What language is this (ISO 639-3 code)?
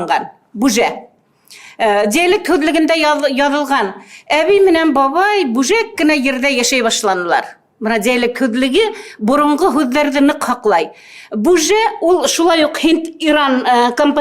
bak